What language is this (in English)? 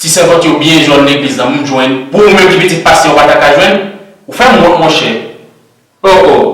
Haitian Creole